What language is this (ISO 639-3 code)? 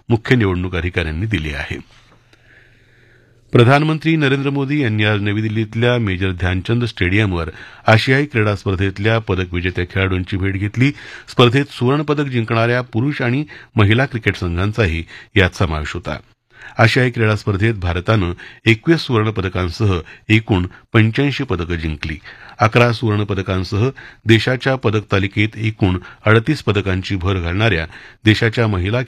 mar